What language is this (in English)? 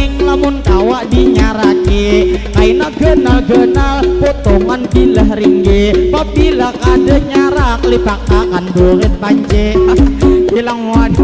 Banjar